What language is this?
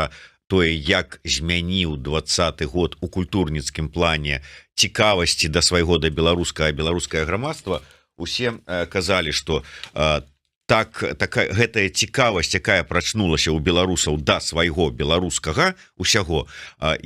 Belarusian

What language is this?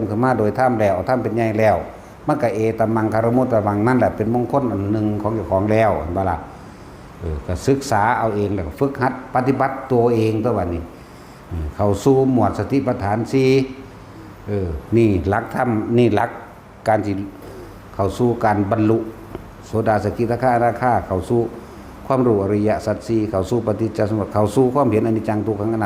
Northeastern Thai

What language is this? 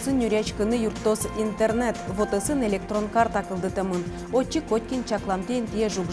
Udmurt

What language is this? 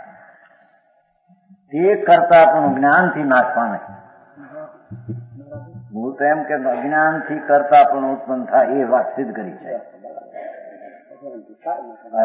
Gujarati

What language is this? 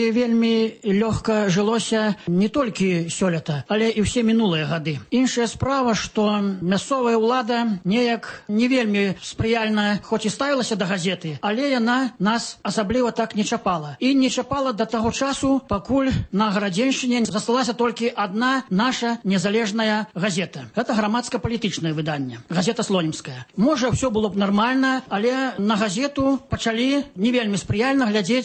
Belarusian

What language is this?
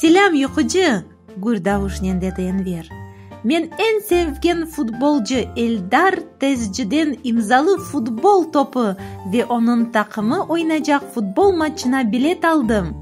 Crimean Tatar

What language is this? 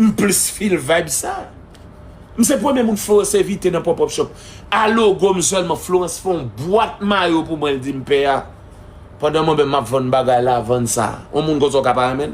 Haitian Creole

